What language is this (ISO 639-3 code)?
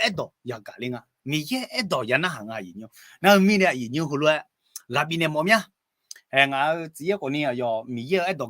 ahk